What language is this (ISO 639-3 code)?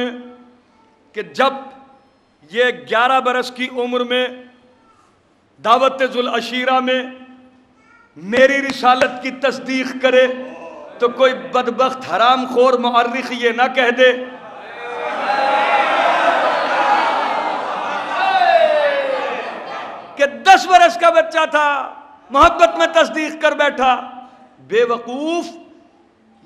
urd